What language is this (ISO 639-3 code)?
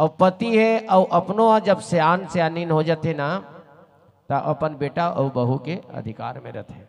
hne